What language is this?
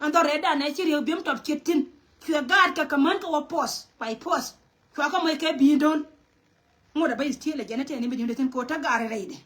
Nuer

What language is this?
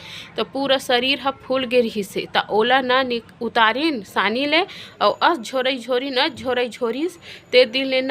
Chhattisgarhi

